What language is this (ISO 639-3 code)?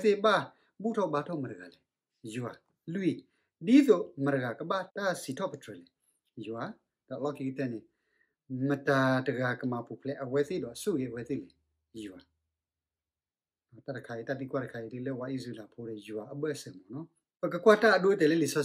ksw